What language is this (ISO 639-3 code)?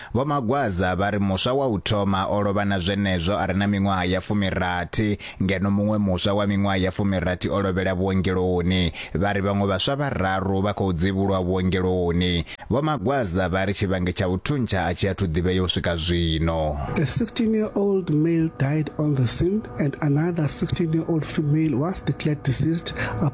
ven